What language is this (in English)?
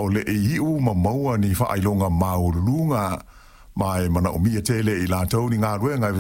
Samoan